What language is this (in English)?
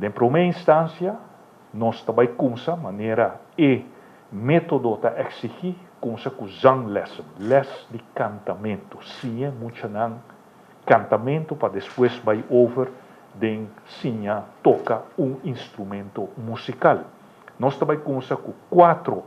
Papiamento